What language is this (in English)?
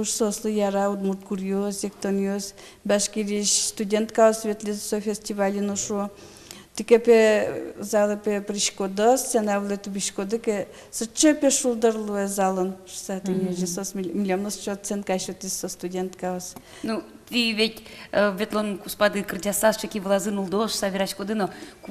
Udmurt